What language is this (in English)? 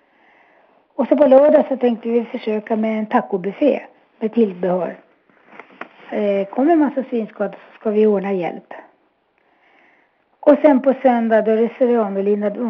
Swedish